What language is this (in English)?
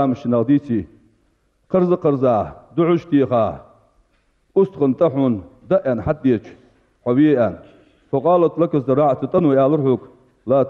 Ingush